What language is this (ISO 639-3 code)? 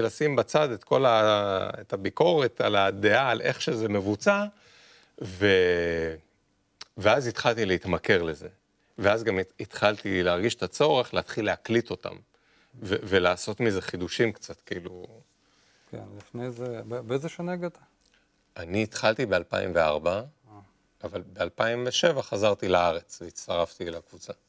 heb